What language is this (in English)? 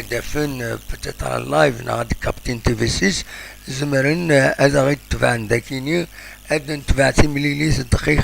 Kabyle